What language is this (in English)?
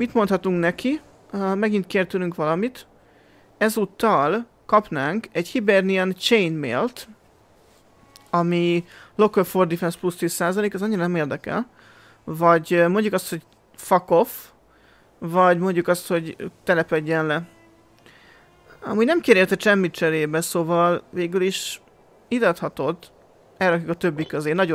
Hungarian